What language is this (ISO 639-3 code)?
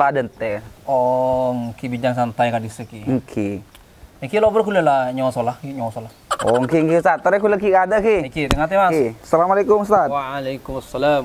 mad